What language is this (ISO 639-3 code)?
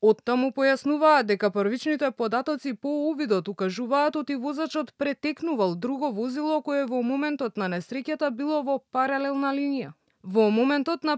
mkd